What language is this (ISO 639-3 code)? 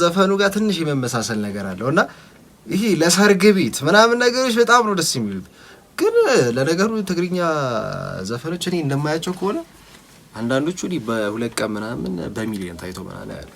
amh